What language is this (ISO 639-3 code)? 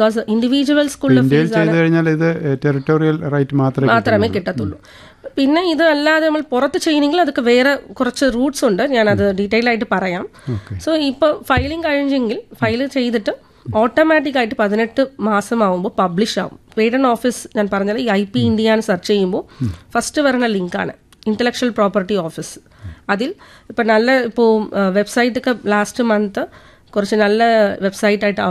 mal